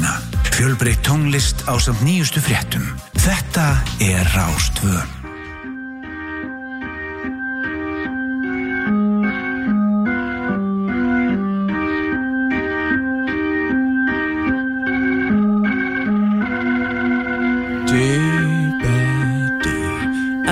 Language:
Icelandic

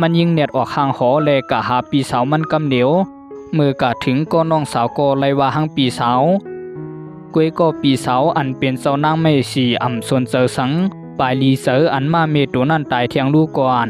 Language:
Shan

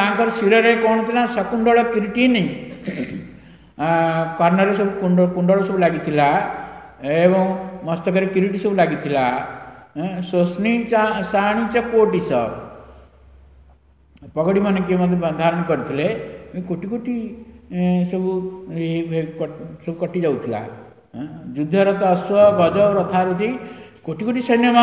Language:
Odia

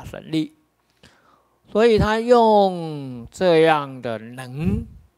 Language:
Chinese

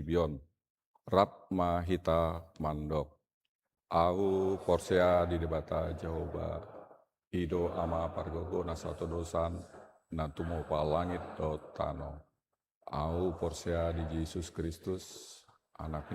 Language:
Batak Toba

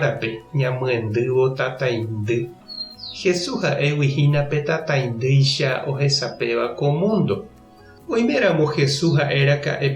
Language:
Guarani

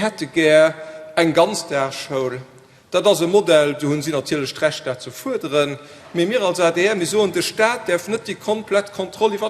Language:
Luxembourgish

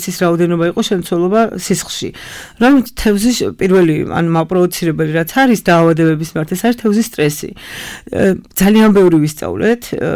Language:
Georgian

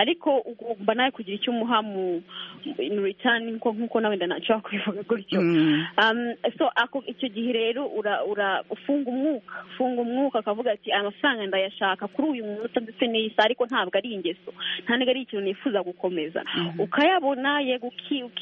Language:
Kinyarwanda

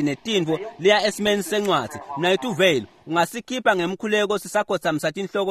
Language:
Swati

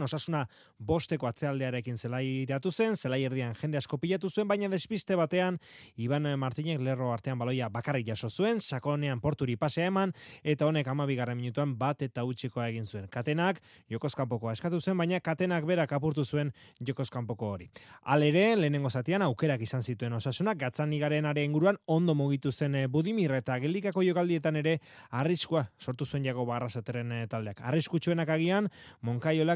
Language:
Basque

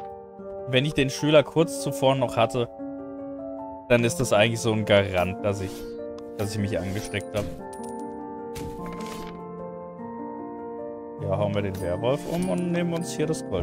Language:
German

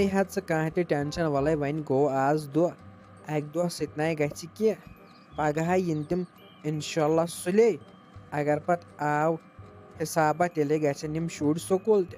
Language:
Kashmiri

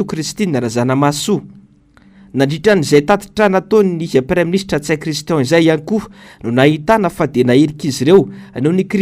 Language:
Malagasy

